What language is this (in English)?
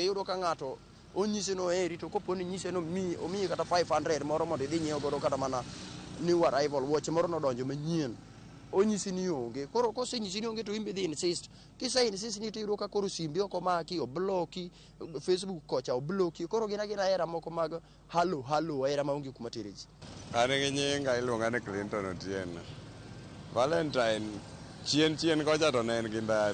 Luo (Kenya and Tanzania)